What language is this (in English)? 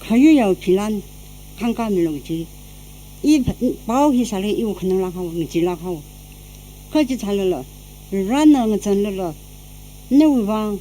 Tangkhul Naga (India)